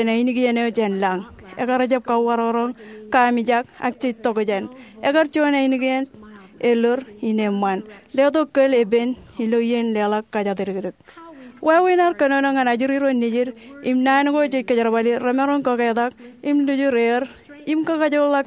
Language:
Marshallese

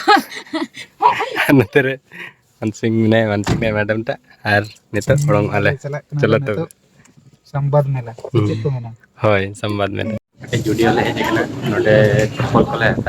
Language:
Santali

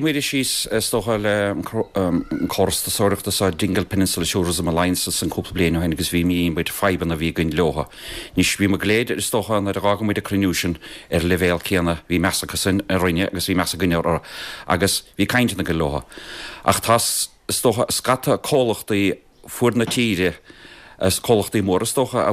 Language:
Irish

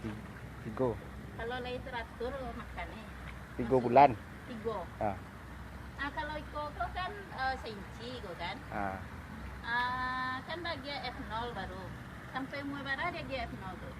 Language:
Minangkabau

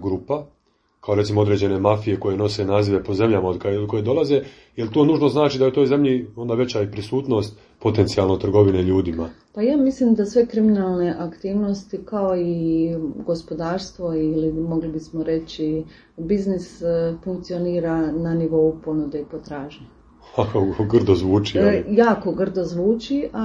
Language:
Croatian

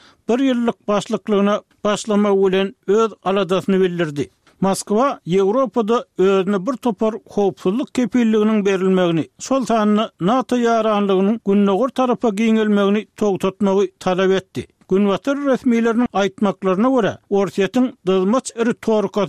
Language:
Turkmen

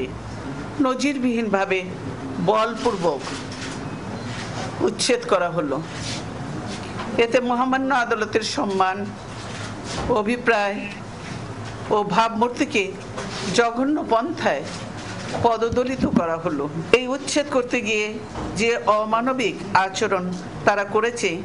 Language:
Bangla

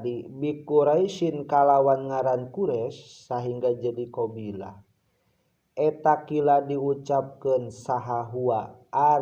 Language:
Sundanese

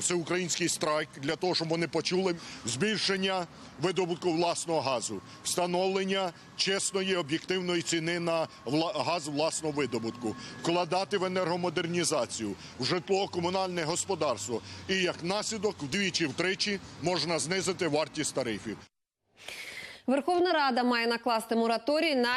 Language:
Ukrainian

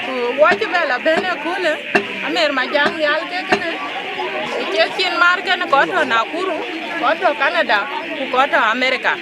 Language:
Dinka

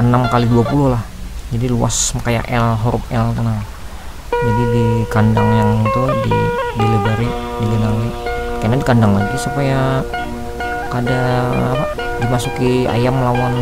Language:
Banjar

